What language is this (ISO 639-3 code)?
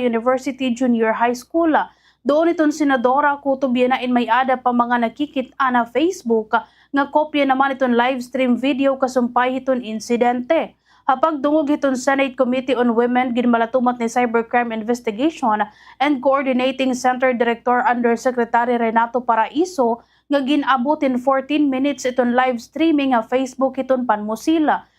war